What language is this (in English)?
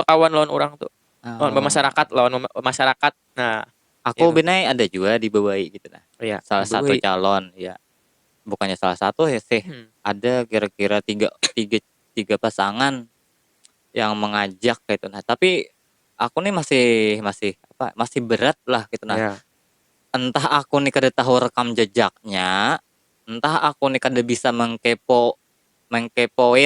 Banjar